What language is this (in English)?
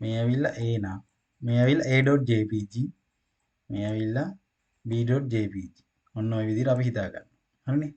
Sinhala